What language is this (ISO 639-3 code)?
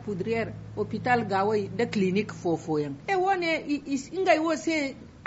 dje